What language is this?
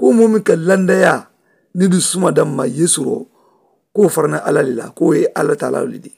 Mandingo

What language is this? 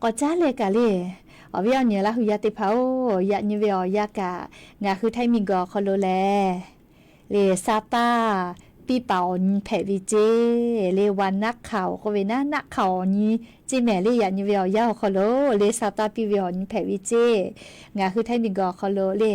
Lahu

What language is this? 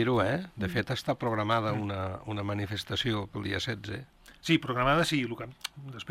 Catalan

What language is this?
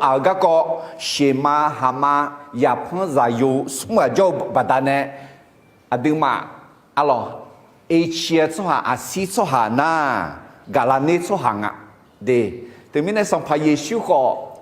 Akha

